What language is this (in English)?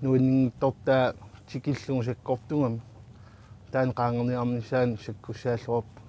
Kalaallisut